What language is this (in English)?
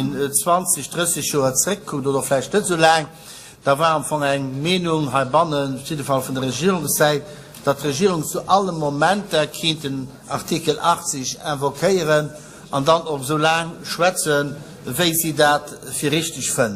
Luxembourgish